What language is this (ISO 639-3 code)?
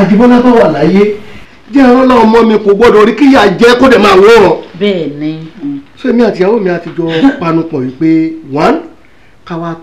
yor